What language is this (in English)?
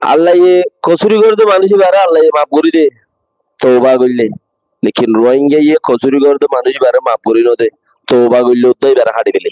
Rohingya